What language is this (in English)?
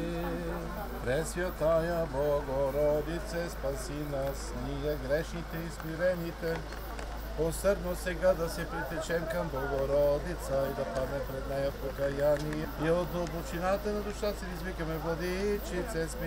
Bulgarian